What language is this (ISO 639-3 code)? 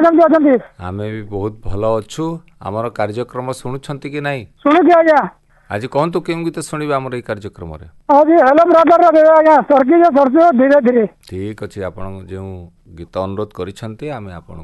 ori